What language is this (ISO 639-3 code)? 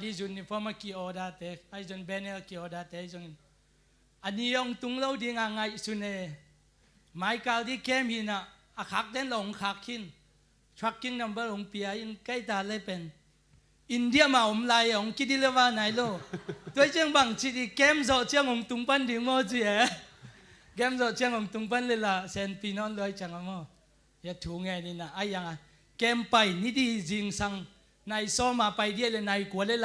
ctd